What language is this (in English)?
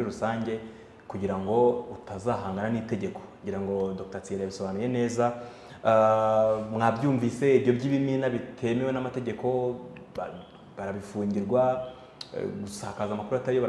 Kinyarwanda